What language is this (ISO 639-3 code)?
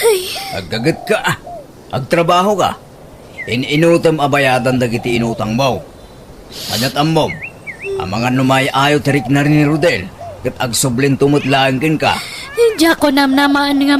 ilo